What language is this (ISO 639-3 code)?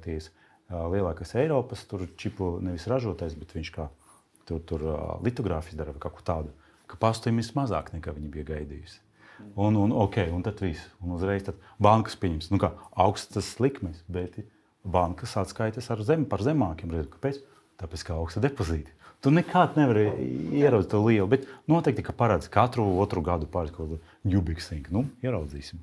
lav